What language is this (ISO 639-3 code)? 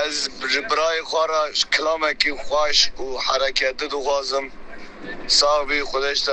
kur